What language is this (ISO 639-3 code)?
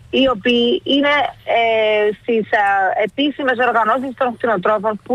ell